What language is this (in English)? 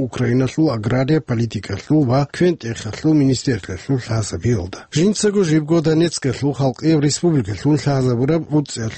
Avaric